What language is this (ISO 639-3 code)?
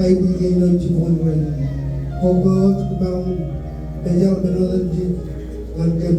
mah